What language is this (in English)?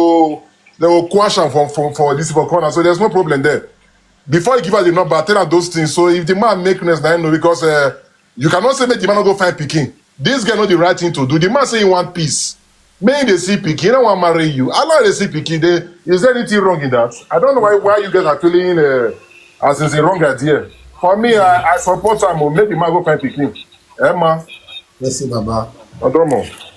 Nigerian Pidgin